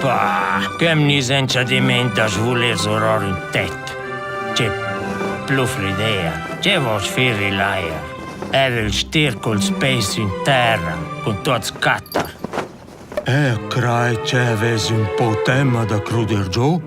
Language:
Romansh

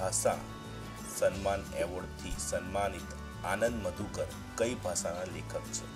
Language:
Gujarati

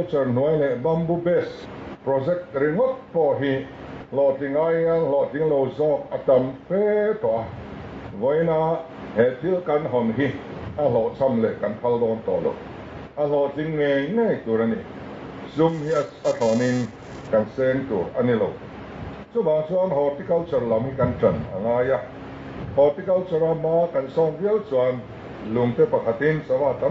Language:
Mizo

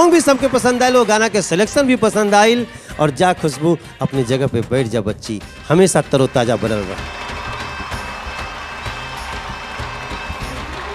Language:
Bhojpuri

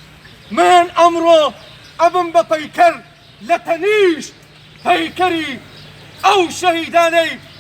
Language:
Central Kurdish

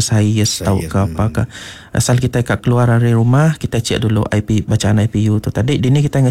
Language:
Iban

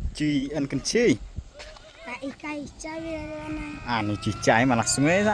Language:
Khasi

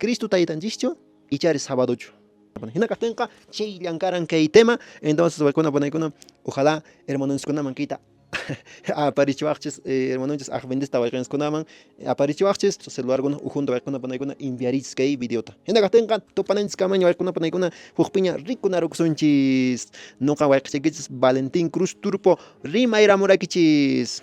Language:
Quechua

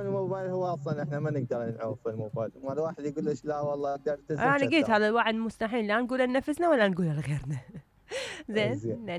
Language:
Mesopotamian Arabic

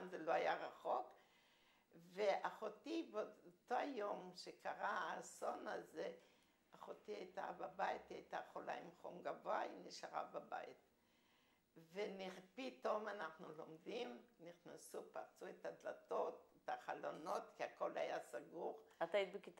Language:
Hebrew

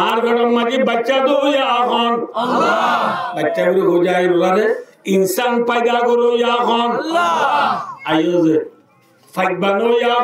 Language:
Rohingya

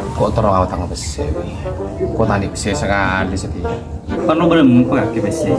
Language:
Madurese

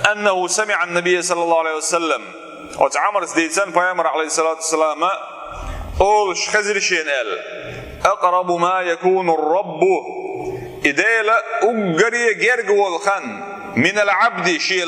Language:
Chechen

